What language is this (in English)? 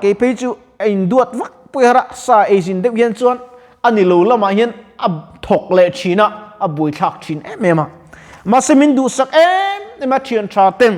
Mizo